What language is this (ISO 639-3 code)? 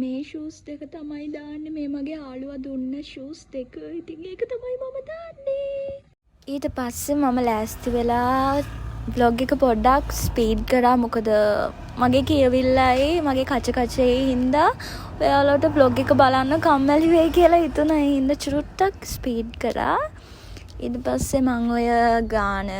sin